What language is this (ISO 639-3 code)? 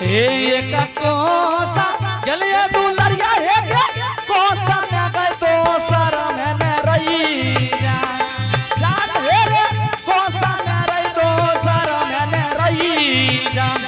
anp